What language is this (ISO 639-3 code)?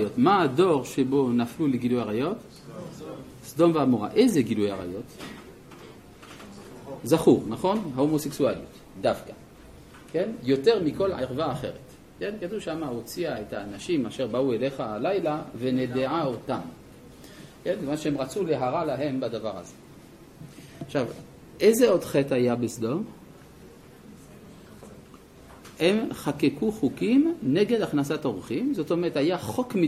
heb